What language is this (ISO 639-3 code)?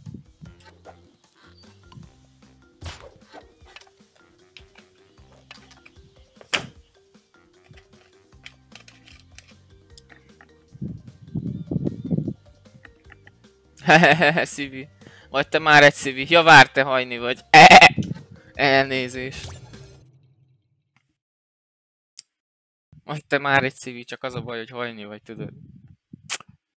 hun